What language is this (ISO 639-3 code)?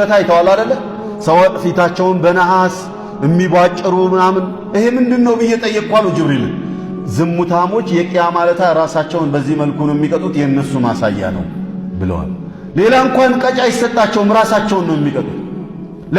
amh